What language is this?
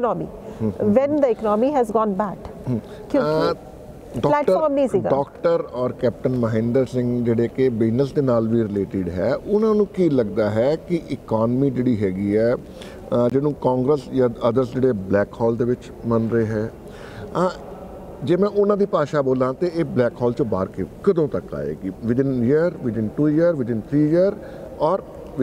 Punjabi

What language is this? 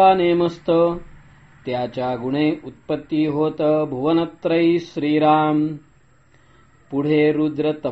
Marathi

